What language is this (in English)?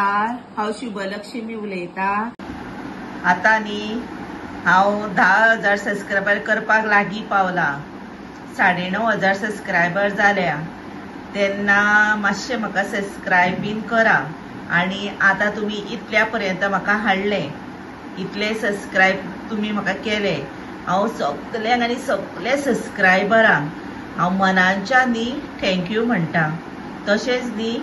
Konkani